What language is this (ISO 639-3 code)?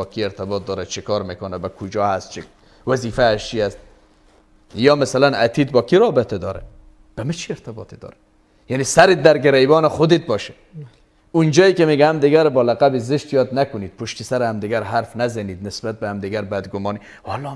fas